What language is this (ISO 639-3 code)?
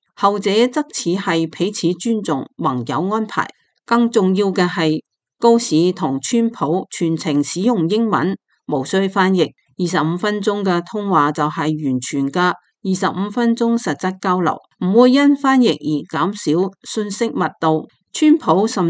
yue